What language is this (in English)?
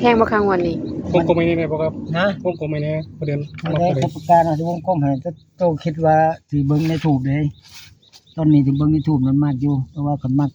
Northeastern Thai